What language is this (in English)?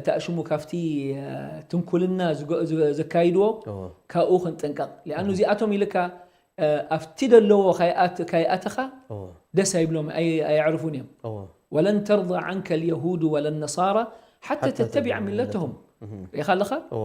Tigrinya